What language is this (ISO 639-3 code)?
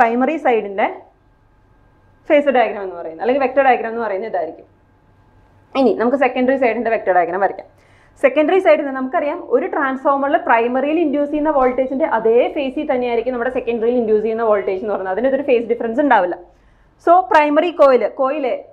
mal